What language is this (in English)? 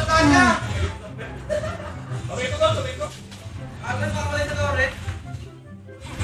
Filipino